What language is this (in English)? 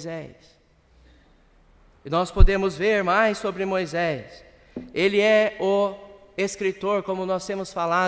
Portuguese